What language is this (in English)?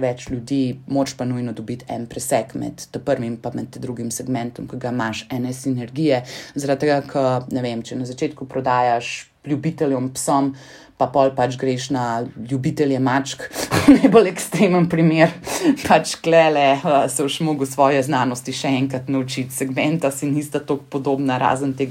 Slovenian